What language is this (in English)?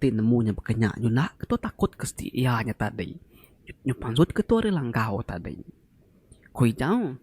Iban